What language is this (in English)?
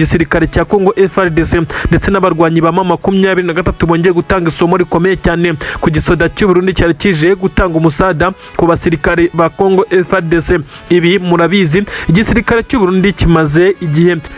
Kinyarwanda